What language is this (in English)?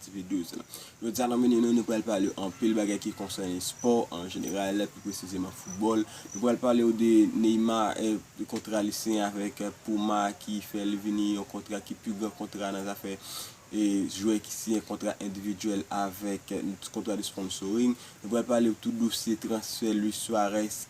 Haitian Creole